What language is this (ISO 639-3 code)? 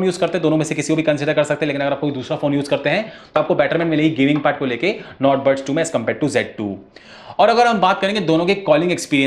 hin